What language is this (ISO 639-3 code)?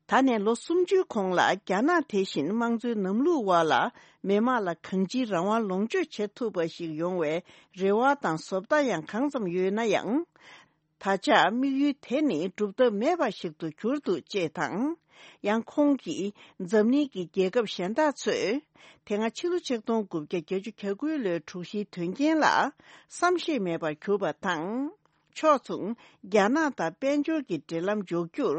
bod